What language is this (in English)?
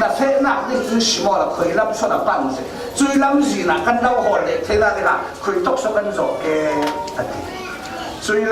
Falam Chin